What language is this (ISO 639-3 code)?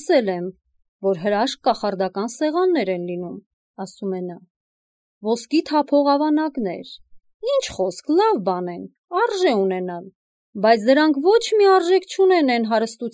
hye